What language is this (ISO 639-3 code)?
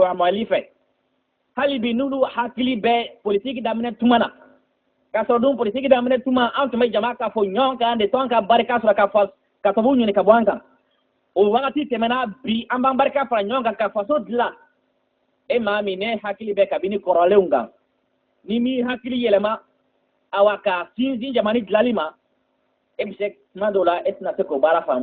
bam